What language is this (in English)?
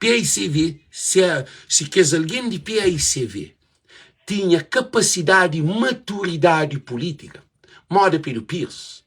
Kabuverdianu